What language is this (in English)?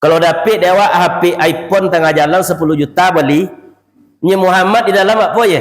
Minangkabau